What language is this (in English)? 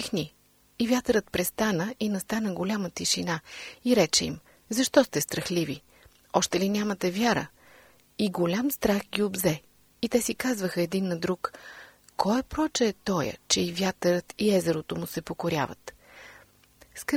Bulgarian